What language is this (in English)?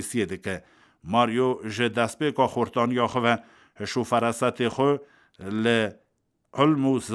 Kurdish